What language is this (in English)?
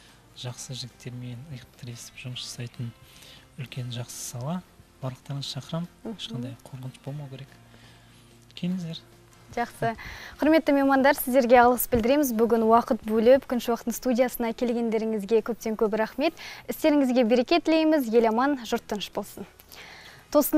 Kazakh